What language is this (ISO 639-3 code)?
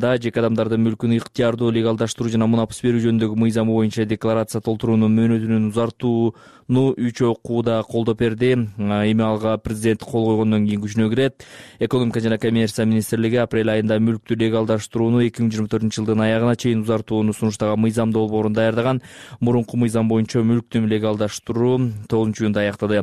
kir